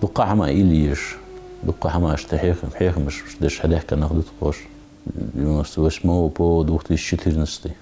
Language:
Ingush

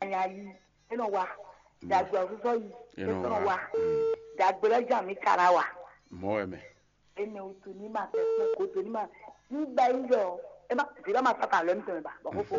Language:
Fon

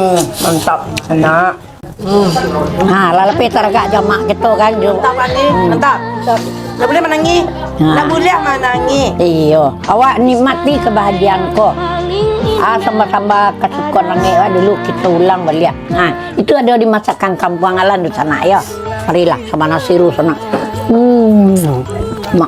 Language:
Minangkabau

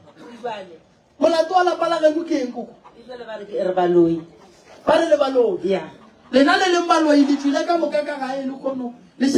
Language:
Northern Sotho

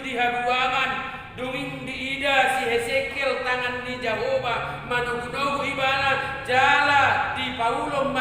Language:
Batak Toba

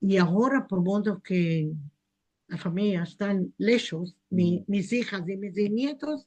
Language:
Ladino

